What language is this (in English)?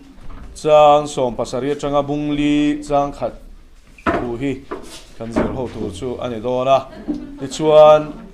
Mizo